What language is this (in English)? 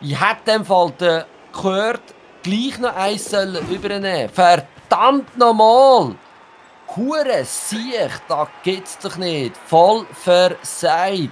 Swiss German